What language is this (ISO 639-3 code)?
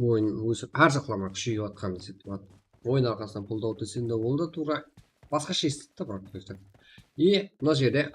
kaa